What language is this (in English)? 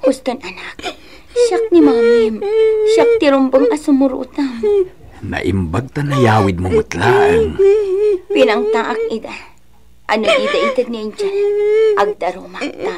Iloko